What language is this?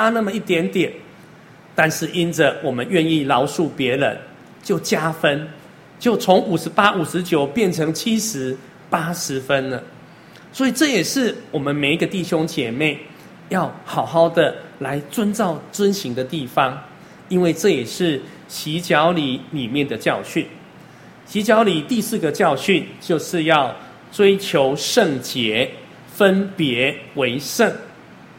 Chinese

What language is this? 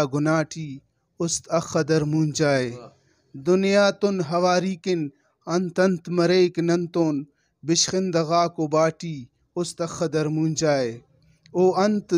Brahui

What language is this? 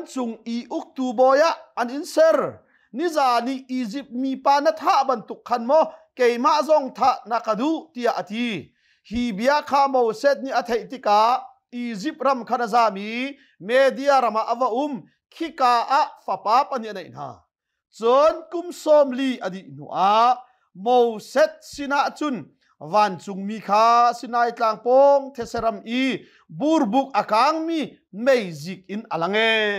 Hakha Chin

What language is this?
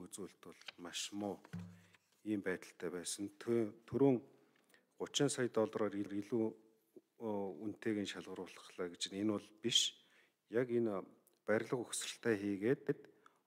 Mongolian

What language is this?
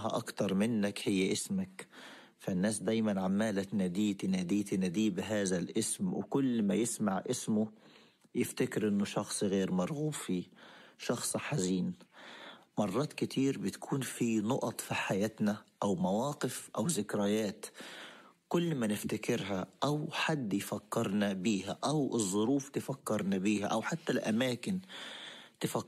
Egyptian Arabic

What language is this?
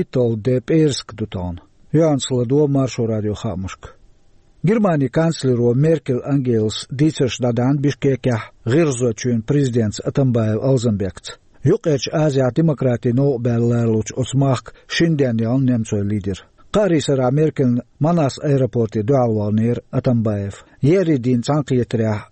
Chechen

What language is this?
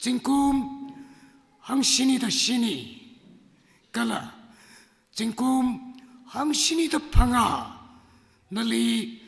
Tangkhul Naga (India)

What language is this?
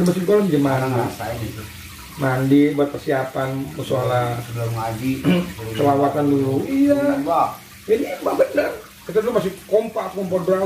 Betawi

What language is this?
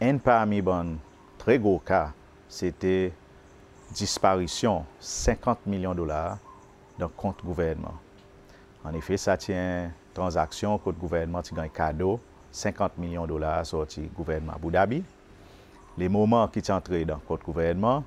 Seselwa Creole French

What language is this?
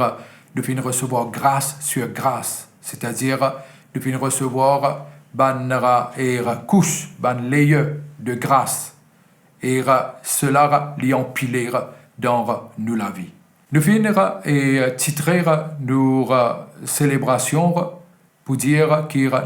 Morisyen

